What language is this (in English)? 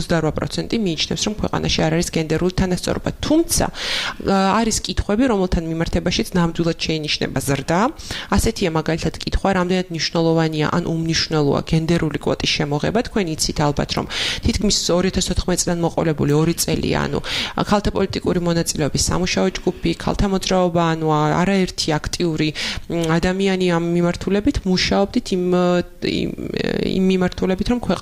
Georgian